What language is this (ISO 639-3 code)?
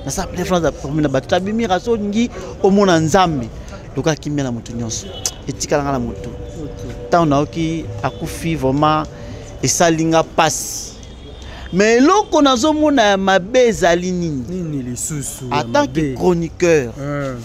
lin